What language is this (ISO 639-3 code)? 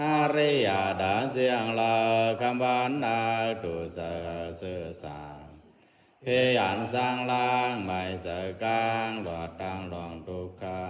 pli